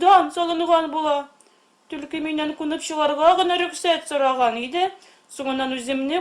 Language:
Tatar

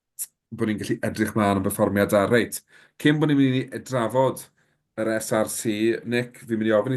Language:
Welsh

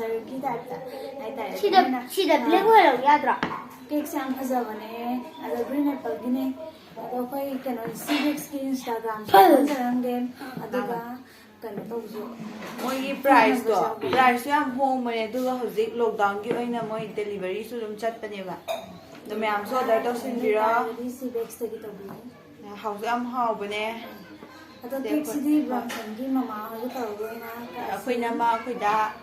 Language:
Manipuri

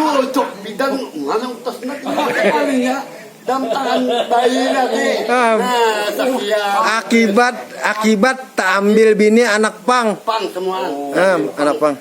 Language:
Banjar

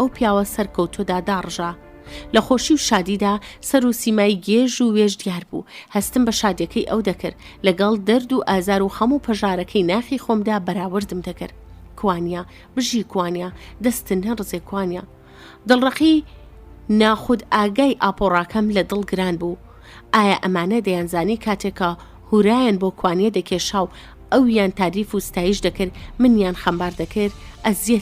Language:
Central Kurdish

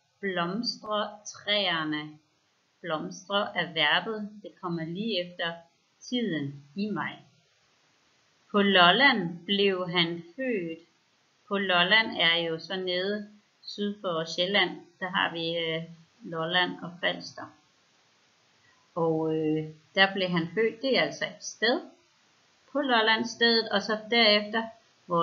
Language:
Danish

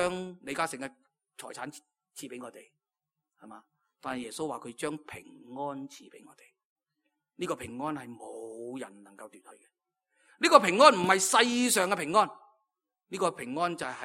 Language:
Cantonese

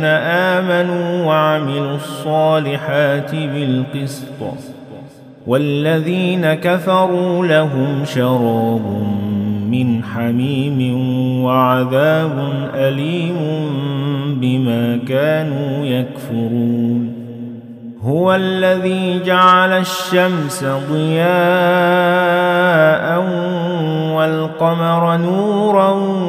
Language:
Arabic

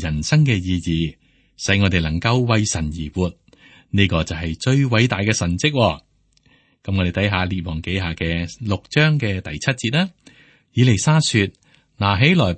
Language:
Cantonese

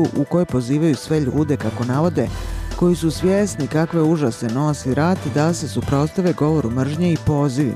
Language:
Bosnian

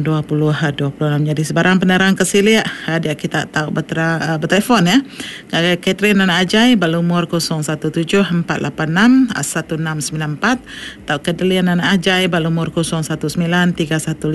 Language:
Iban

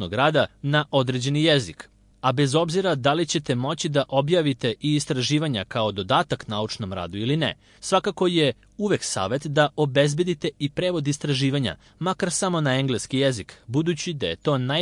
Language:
Serbian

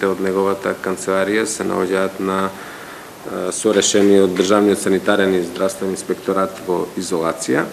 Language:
Macedonian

